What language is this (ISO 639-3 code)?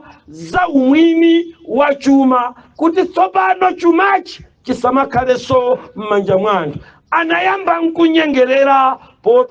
nya